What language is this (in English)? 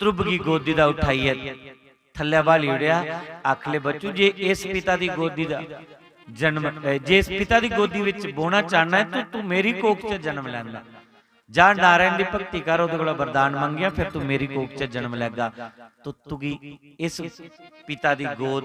Dogri